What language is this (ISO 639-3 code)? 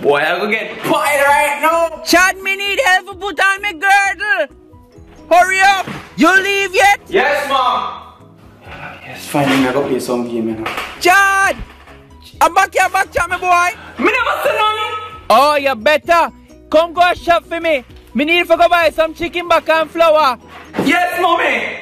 jam